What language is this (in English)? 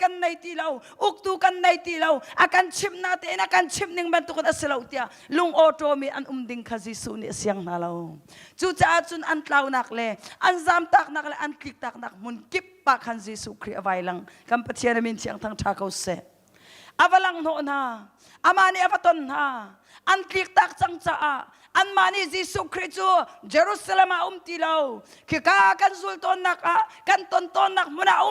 Hakha Chin